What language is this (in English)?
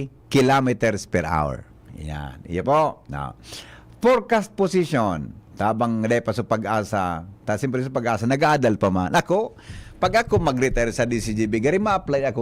Bikol